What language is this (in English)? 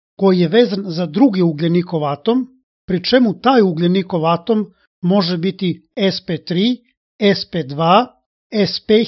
Serbian